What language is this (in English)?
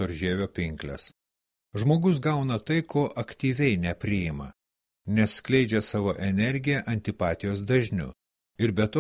Lithuanian